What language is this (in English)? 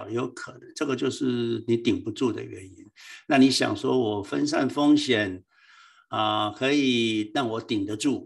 Chinese